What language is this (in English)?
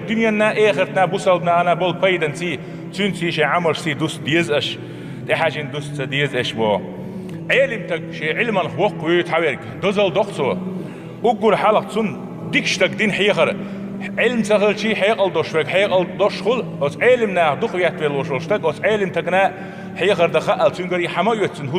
Chechen